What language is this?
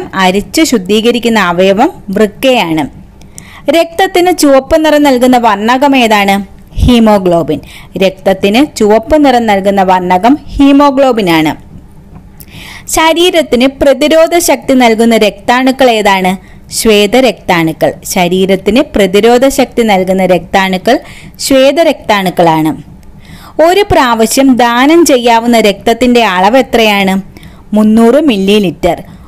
Malayalam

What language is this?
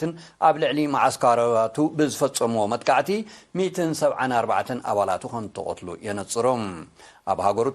Tigrinya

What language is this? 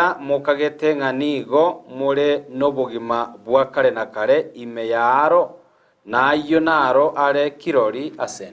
Gusii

